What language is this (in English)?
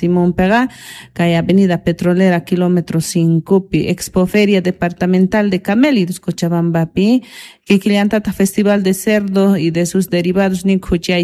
South Bolivian Quechua